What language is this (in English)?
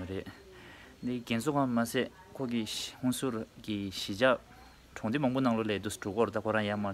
Tibetan